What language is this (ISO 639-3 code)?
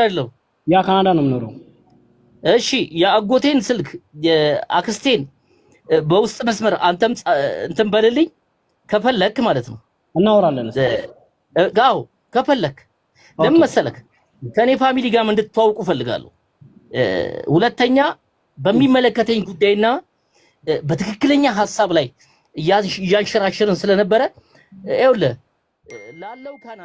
amh